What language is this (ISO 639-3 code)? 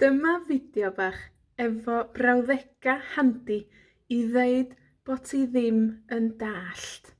cym